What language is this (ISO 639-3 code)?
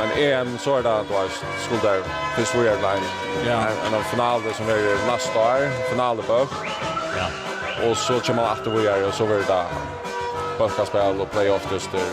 fao